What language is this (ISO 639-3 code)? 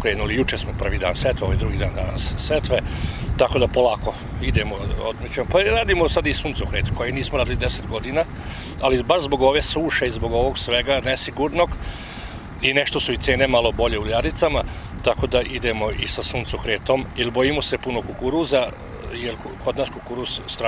srp